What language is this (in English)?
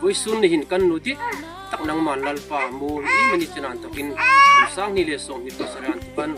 Hmar